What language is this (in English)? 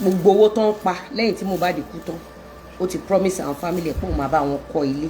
Yoruba